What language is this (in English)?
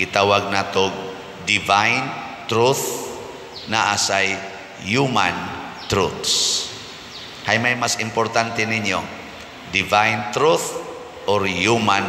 Cebuano